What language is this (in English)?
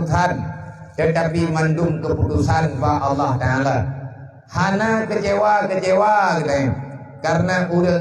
Achinese